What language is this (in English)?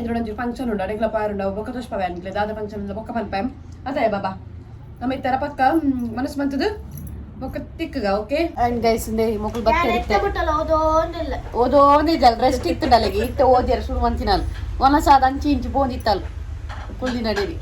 Tulu